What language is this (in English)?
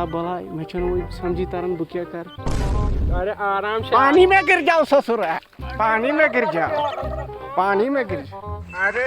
Kashmiri